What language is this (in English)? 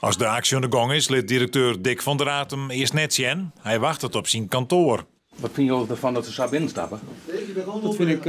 Western Frisian